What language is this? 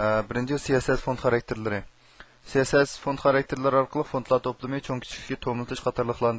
Uyghur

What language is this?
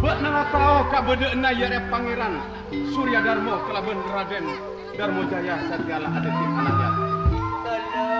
Madurese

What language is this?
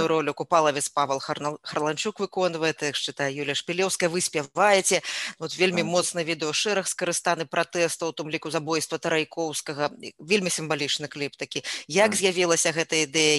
Belarusian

